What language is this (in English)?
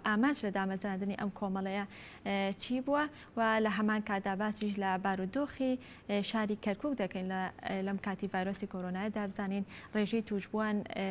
Central Kurdish